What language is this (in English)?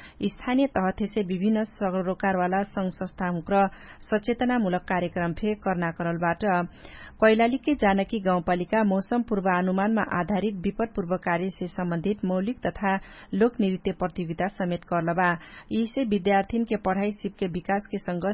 Dangaura Tharu